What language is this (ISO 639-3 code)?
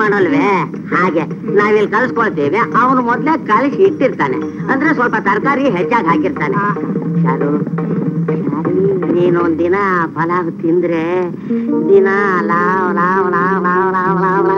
kan